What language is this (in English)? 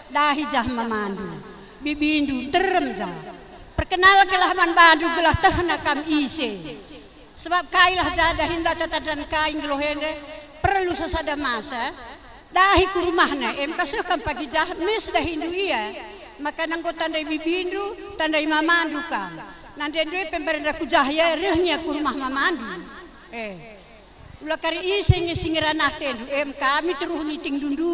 Batak Karo